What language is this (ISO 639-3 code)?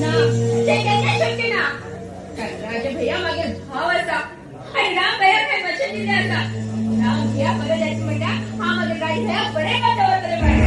kok